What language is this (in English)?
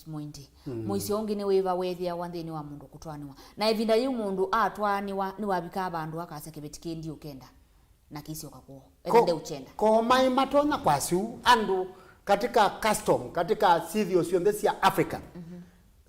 Kamba